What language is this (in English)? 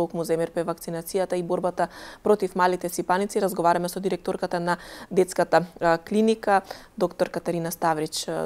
Macedonian